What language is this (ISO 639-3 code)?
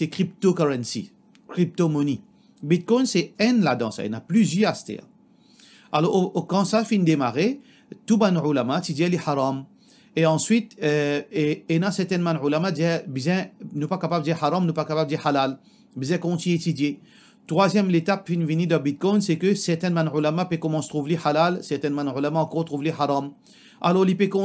mfe